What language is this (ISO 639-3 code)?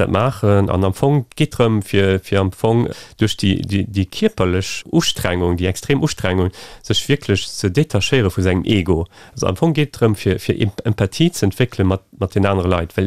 ltz